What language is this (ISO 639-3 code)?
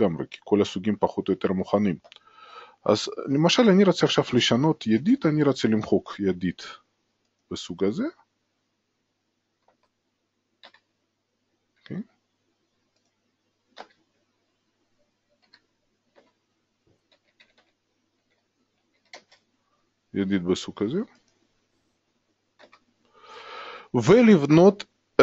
heb